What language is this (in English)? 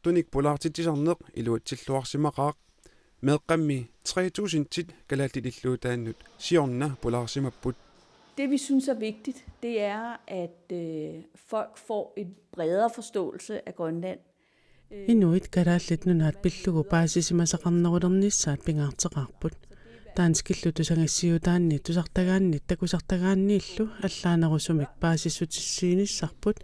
Kalaallisut